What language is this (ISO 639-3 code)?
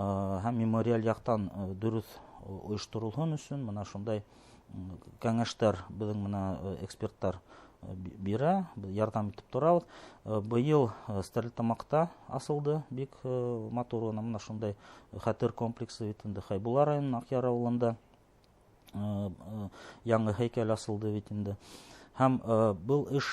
bak